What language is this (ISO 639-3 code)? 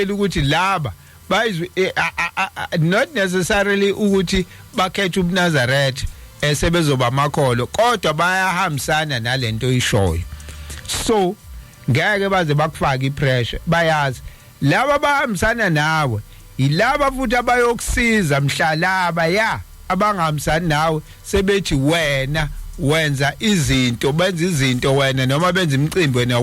zul